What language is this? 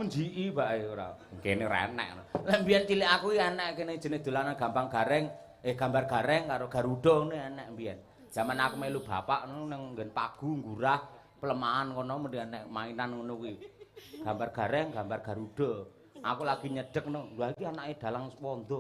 Javanese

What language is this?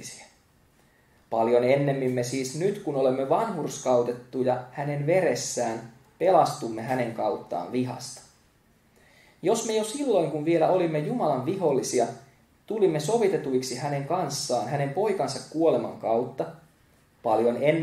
Finnish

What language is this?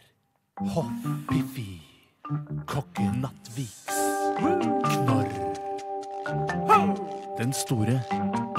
Norwegian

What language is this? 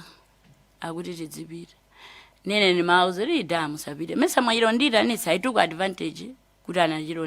Nyanja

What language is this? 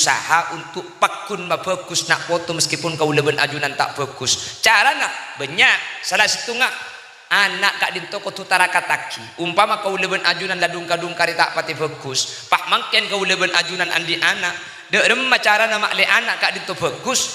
Madurese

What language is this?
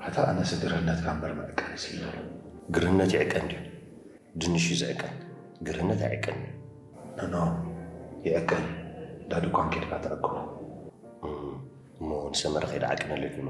Tigrinya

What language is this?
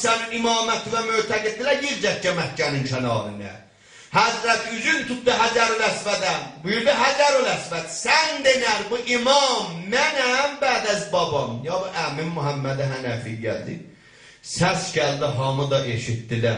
South Azerbaijani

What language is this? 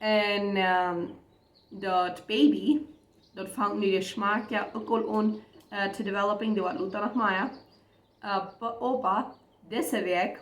Plautdietsch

